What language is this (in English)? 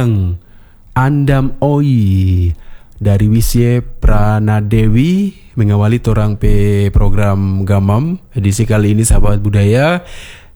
Indonesian